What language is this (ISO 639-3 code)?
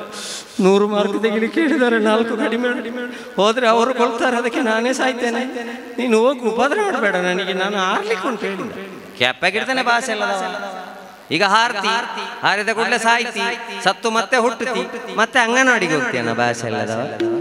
kan